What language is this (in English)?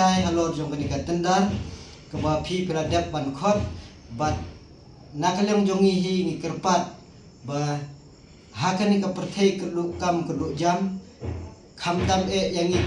Khasi